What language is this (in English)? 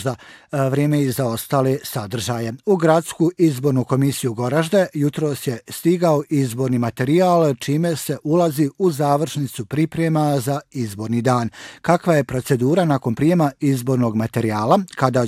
Bosnian